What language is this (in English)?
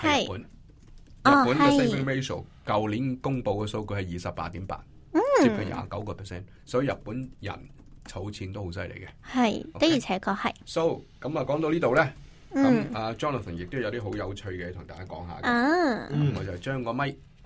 Cantonese